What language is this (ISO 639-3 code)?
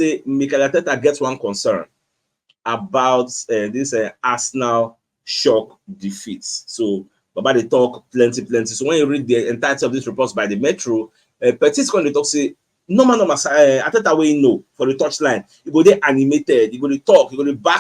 pcm